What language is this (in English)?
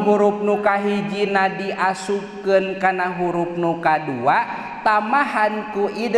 Sundanese